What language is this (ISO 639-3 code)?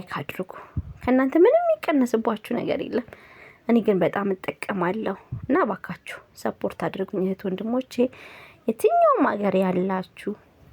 amh